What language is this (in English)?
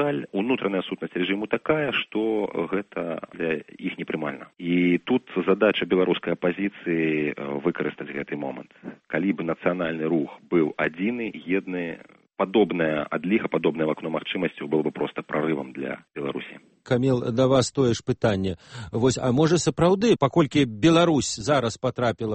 Belarusian